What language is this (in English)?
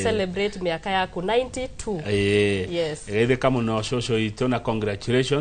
Kikuyu